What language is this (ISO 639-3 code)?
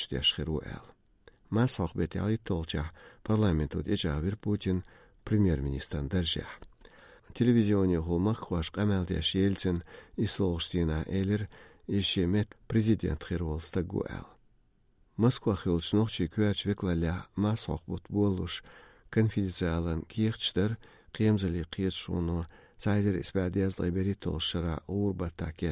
che